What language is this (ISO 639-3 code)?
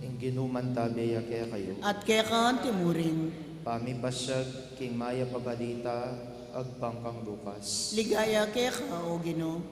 pam